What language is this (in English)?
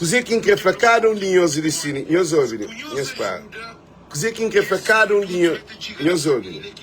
Kabuverdianu